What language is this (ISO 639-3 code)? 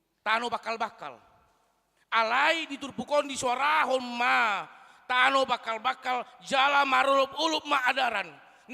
bbc